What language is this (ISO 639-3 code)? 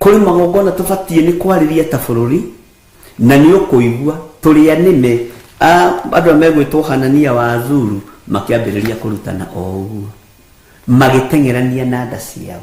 kik